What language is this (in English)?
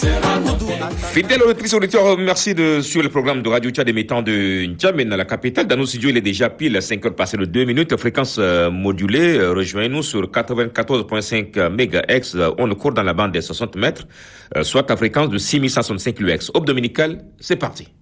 French